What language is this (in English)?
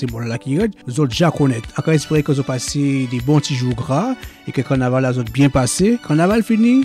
Guadeloupean Creole French